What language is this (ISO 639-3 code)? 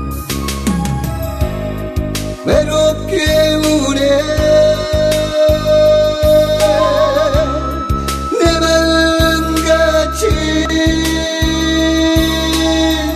kor